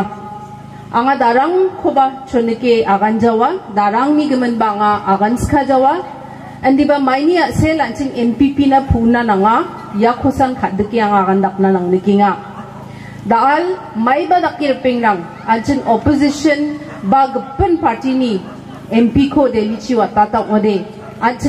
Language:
Garo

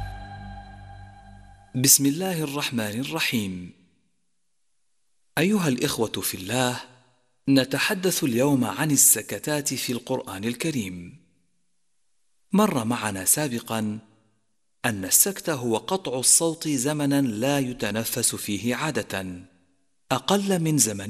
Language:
Arabic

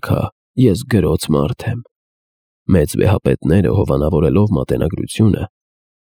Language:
Armenian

